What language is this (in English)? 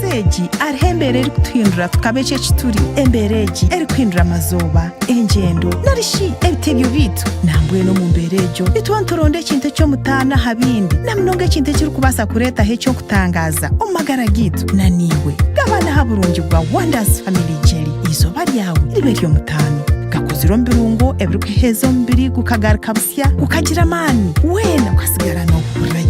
Nyankole